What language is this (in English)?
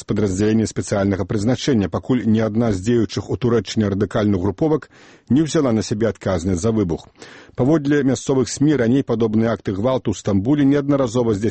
Belarusian